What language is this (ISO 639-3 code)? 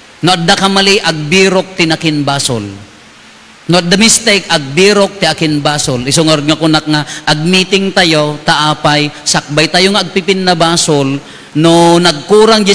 ilo